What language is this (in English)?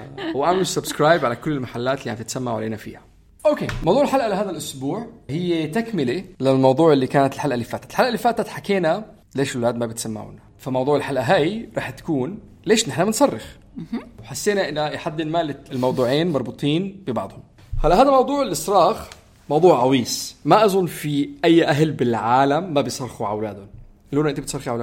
North Levantine Arabic